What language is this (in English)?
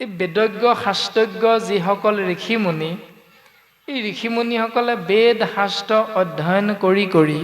Assamese